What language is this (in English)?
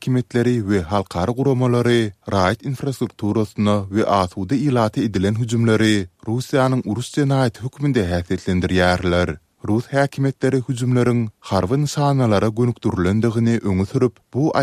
Turkmen